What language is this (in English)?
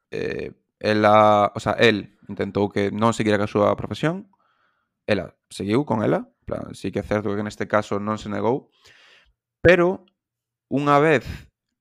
Galician